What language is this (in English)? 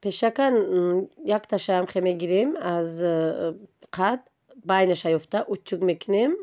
Tajik